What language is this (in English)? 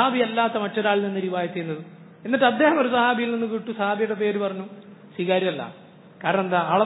Malayalam